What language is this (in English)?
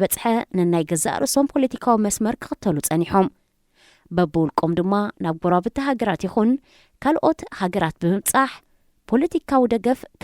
Tigrinya